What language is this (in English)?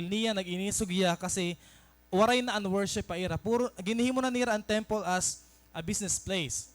Waray